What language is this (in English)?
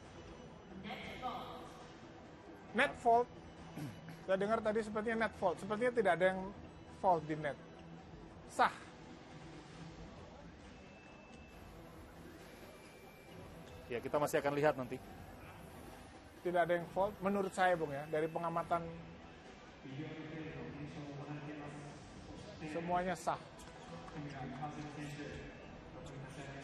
Indonesian